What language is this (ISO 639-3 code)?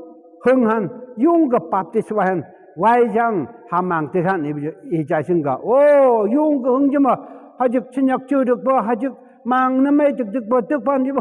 nph